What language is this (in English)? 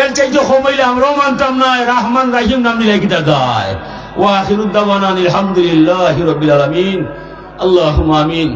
Sylheti